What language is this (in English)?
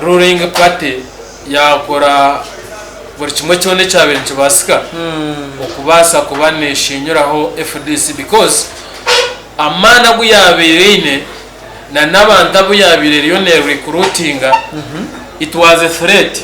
Nyankole